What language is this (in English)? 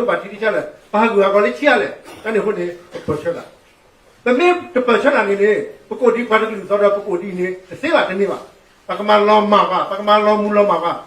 S'gaw Karen